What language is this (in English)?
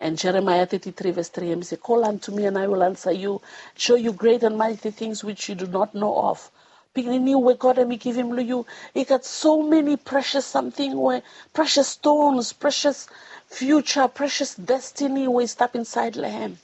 Bislama